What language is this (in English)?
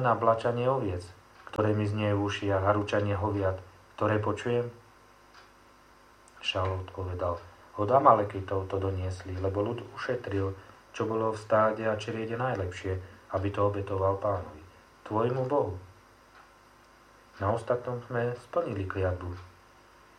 Slovak